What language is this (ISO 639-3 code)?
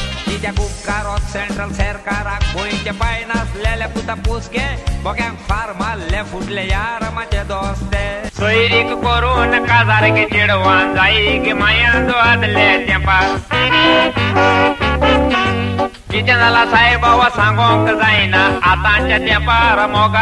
kok